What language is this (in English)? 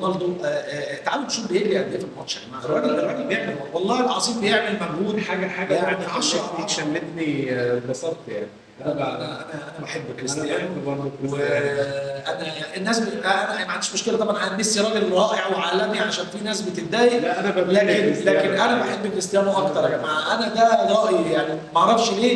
Egyptian Arabic